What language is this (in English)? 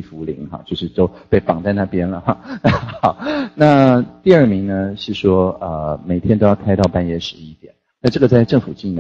Chinese